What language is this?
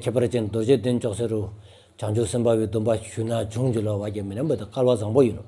Stod Bhoti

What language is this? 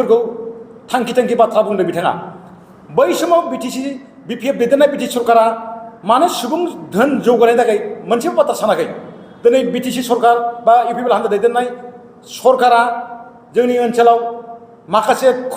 Bodo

